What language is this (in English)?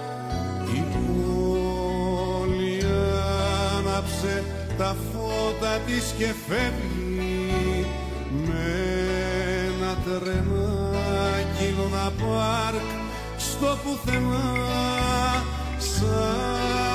Greek